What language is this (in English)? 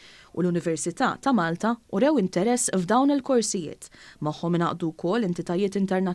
Maltese